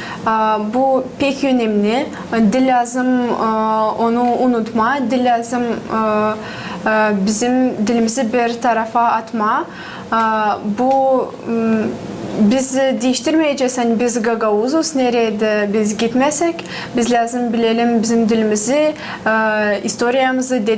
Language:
Gagauz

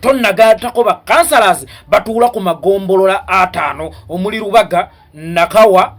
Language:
Ganda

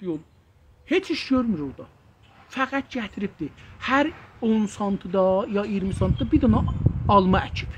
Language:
South Azerbaijani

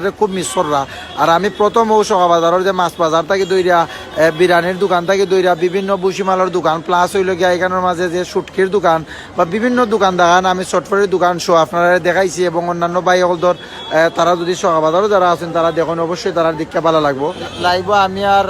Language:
Sylheti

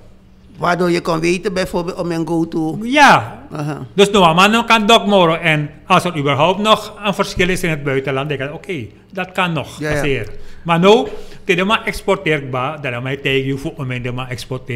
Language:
Dutch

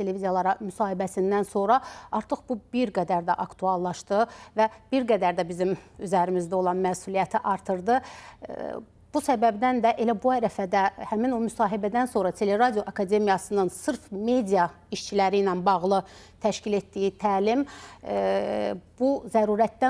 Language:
Azerbaijani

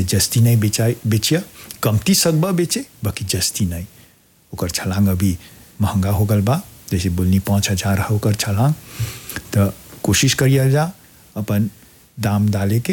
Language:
Bhojpuri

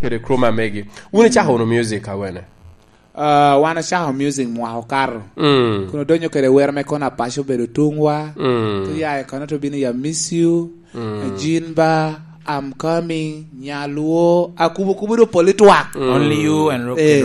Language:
Lango (Uganda)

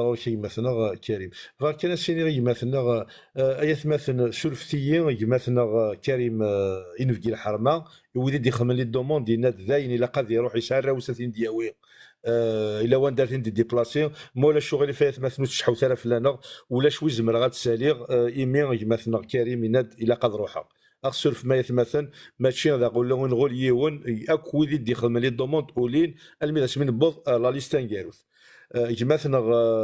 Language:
Kabyle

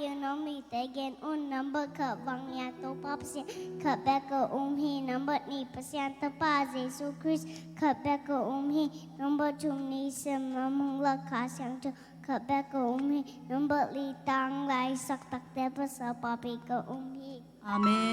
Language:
Tedim Chin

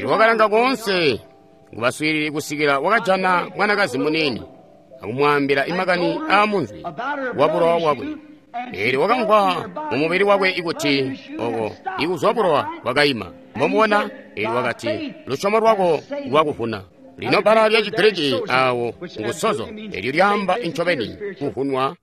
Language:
Tonga (Zambia)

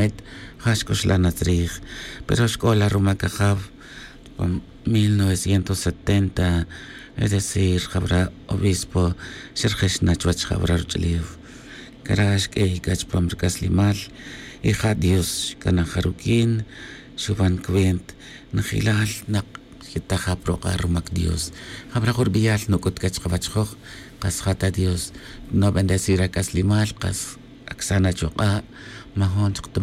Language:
Tz'utujil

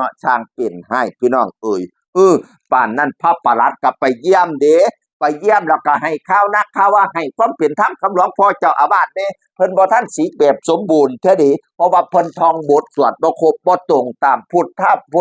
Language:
Northeastern Thai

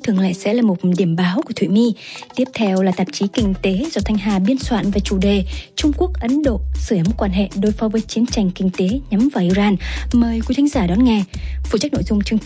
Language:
Vietnamese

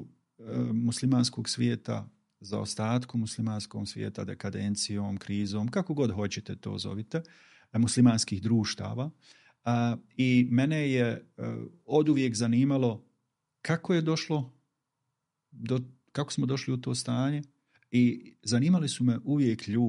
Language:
Bosnian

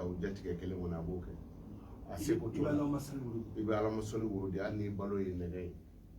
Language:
Bambara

